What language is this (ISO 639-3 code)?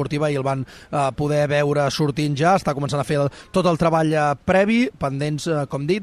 cat